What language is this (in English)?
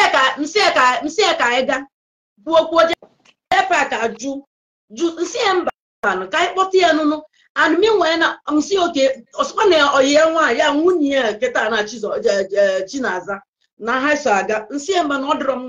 Igbo